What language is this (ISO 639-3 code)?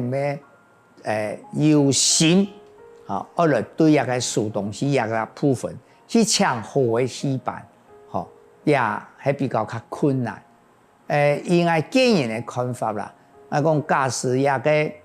hak